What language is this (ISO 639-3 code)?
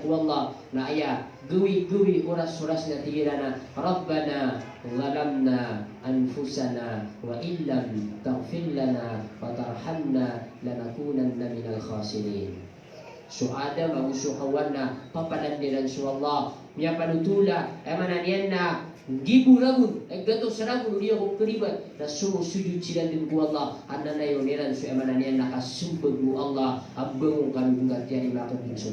mrw